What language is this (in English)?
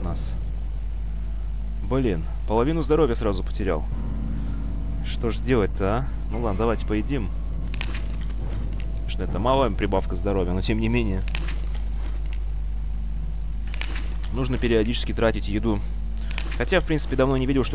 Russian